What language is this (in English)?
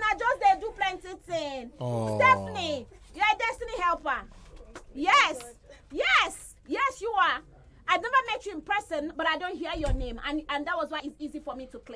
Nigerian Pidgin